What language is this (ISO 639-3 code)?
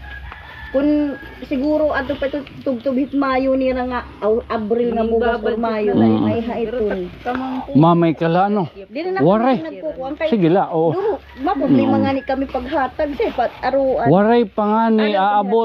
war